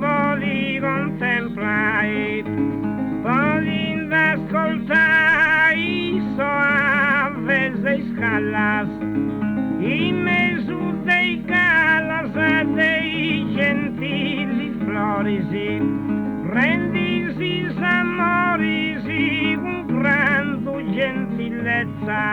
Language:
Sardinian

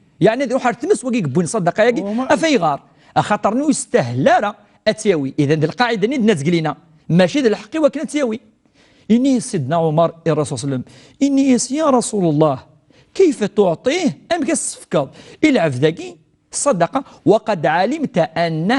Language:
Kabyle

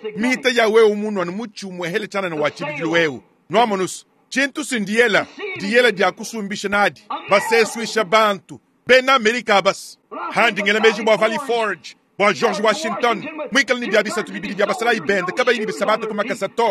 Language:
Luba-Lulua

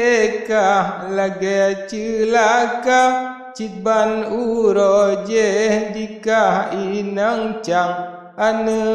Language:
Achinese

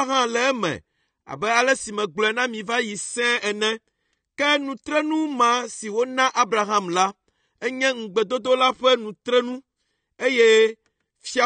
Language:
Ewe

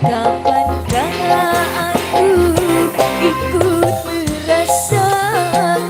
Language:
Betawi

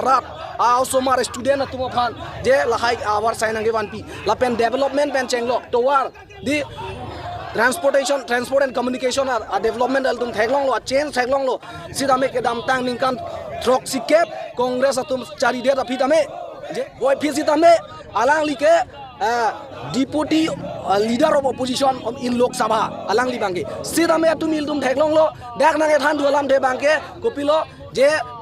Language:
Karbi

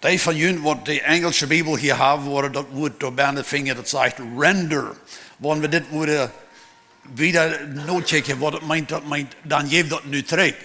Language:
Plautdietsch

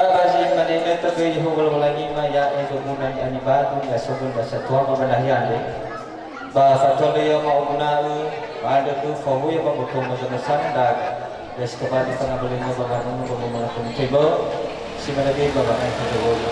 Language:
Nias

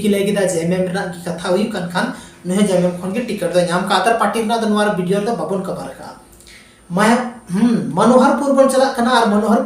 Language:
Santali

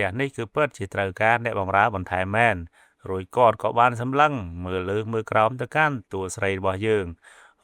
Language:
Khmer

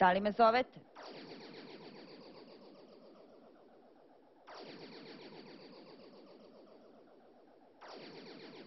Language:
Croatian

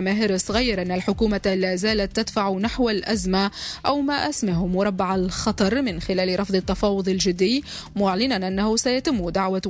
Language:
Tunisian Arabic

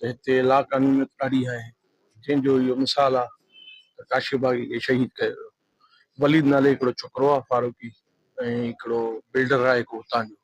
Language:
Sindhi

